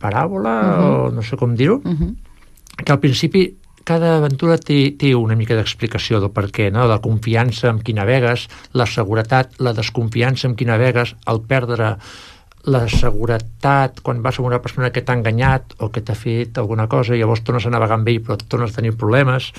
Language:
Catalan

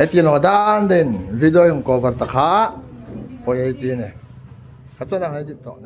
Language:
Hmar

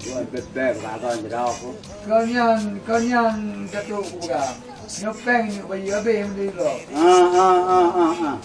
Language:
Achinese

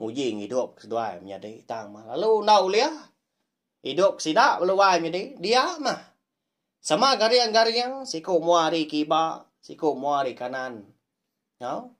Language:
Iban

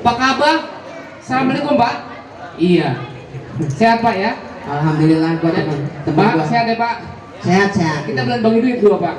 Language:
Betawi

